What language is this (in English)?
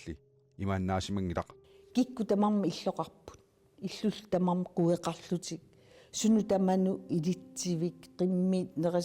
Kalaallisut